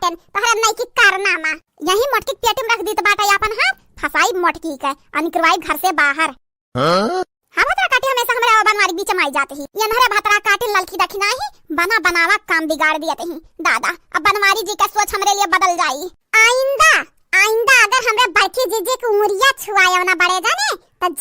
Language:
Awadhi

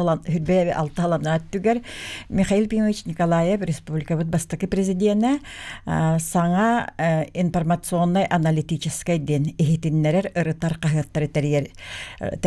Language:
Yakut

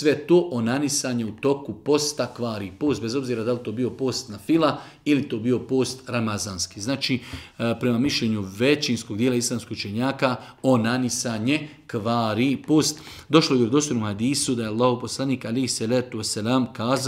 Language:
Bosnian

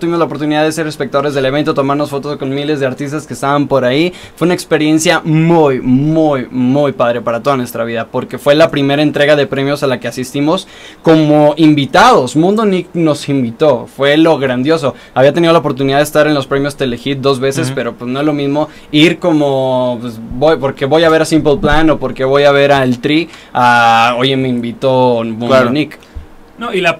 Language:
Spanish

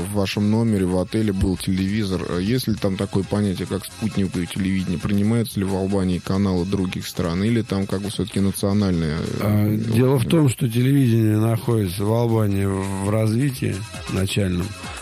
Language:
Russian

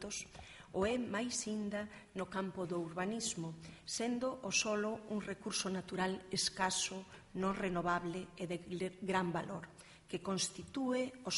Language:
Galician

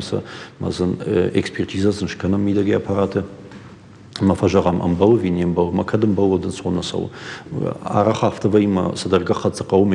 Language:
Ossetic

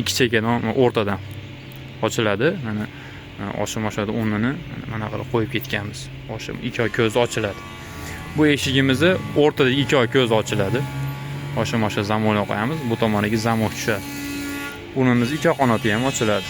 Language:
Uzbek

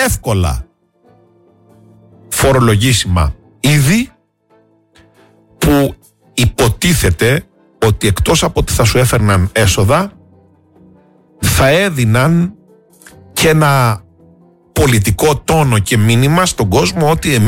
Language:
Greek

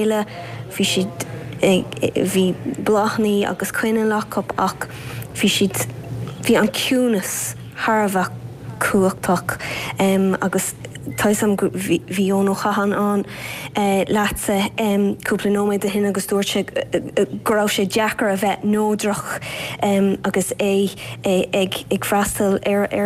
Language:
Irish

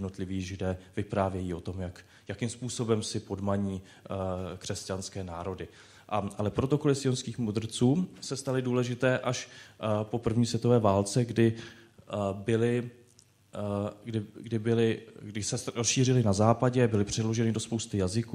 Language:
Czech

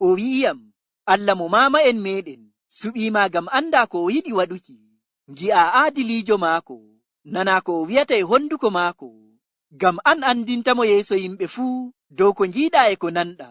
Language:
Fula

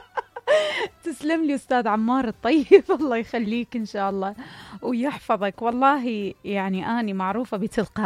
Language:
Mesopotamian Arabic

